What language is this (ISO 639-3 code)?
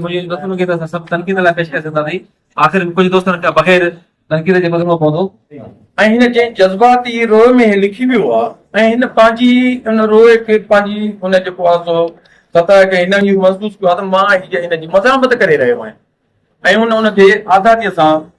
snd